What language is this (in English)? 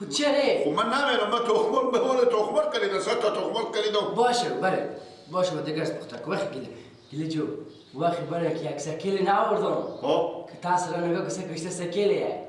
Persian